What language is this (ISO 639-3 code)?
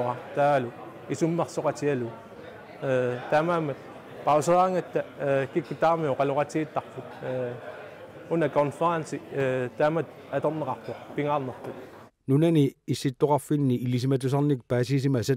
kal